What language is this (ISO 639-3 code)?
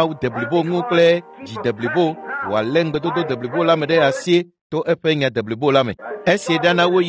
ewe